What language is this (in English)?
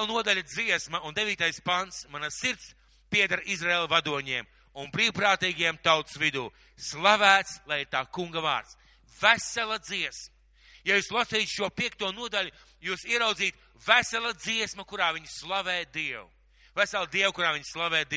Latvian